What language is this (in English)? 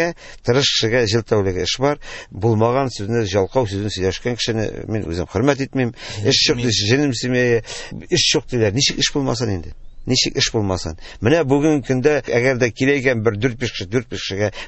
Tatar